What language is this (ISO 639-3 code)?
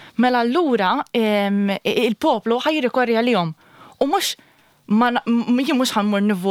mlt